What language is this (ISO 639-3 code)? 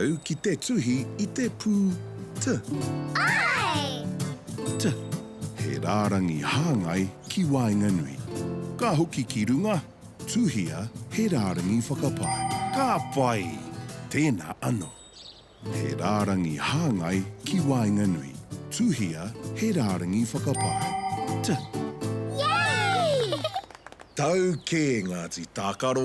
mri